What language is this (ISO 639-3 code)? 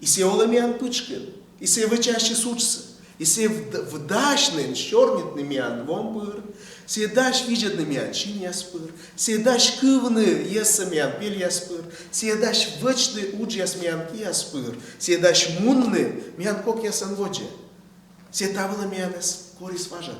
kom